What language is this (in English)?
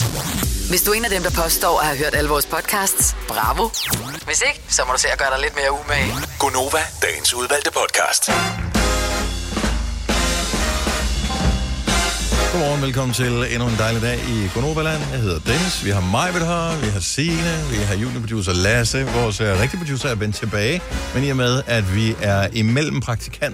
Danish